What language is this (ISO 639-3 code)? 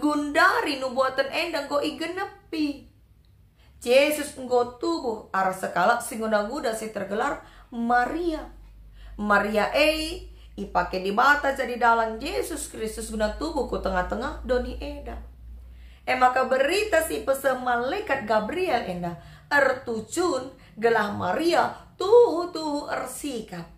btx